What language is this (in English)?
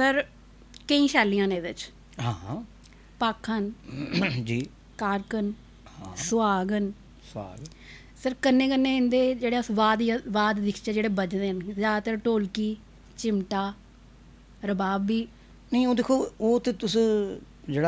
Dogri